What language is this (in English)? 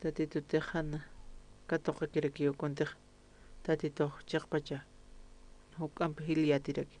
Aymara